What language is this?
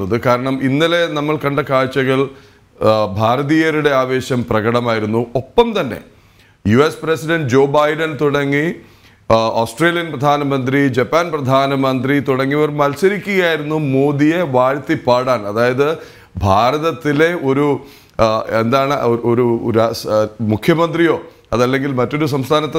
Malayalam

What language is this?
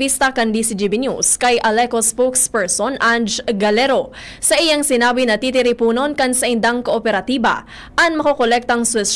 Bikol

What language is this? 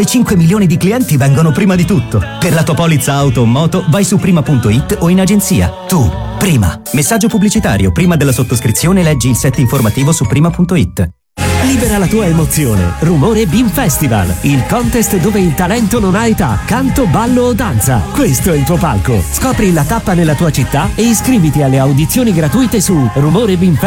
Italian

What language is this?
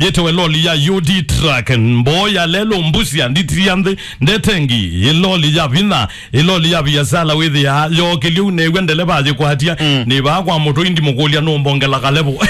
Kamba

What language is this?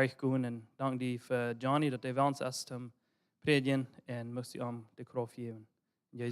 Plautdietsch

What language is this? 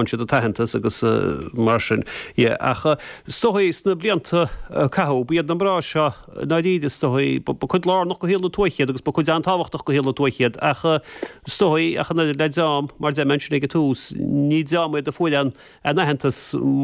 Irish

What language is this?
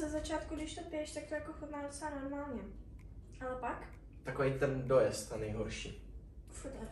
Czech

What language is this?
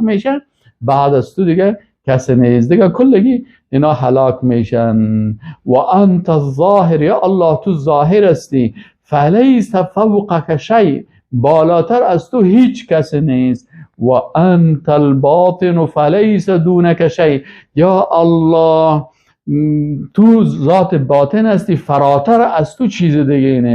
Persian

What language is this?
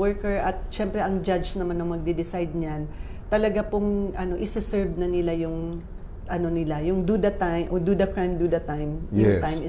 Filipino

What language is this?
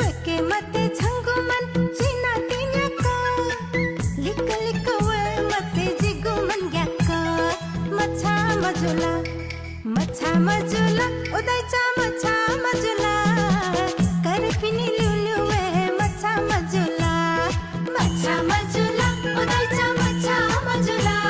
Newari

